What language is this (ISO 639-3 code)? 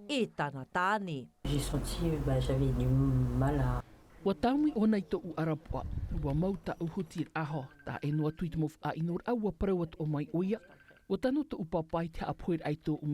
tah